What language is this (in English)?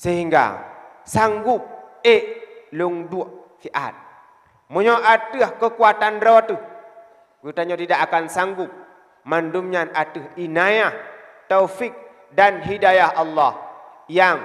Achinese